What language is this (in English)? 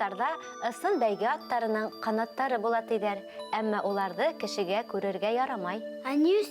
Bashkir